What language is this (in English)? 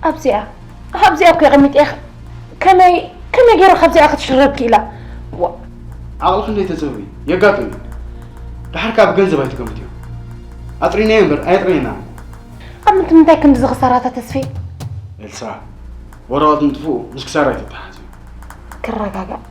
Tigrinya